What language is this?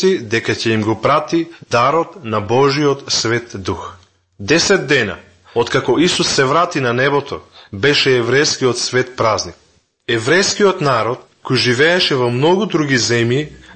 Macedonian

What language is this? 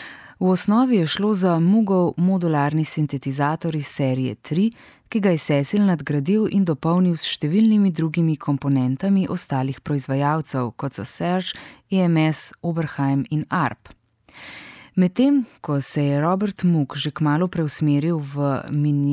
Slovenian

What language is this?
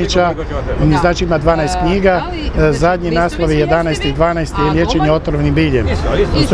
Croatian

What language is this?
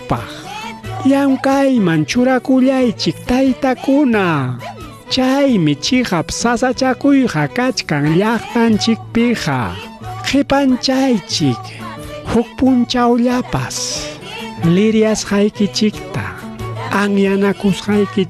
Ayacucho Quechua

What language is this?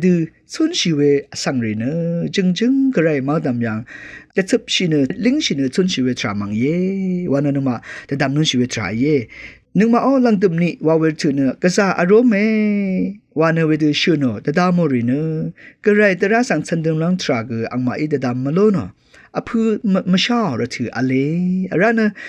Rawang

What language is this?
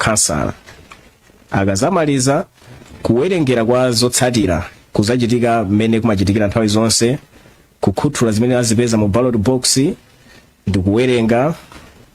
Nyanja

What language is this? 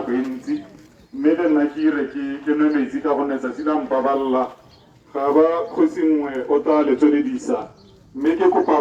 Tswana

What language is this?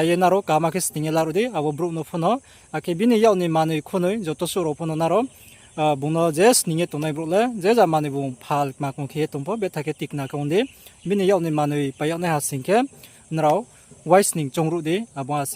Riang (India)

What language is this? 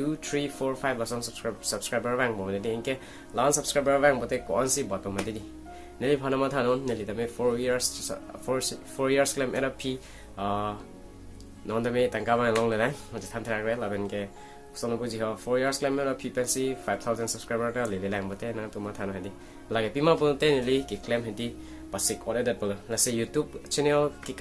Karbi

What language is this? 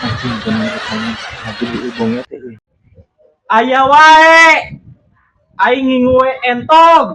Sundanese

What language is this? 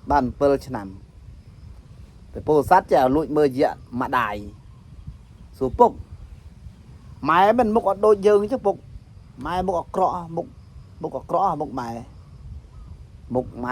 Khmer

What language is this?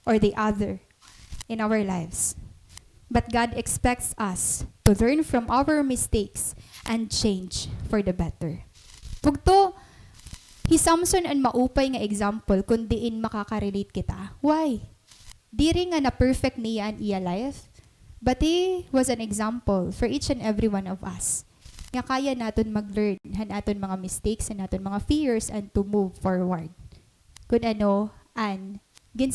Waray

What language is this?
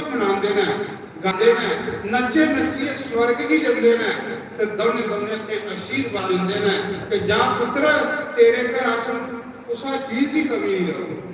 Dogri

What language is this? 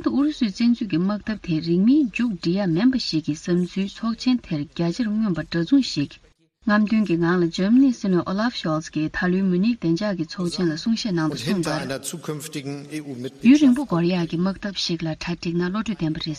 Tibetan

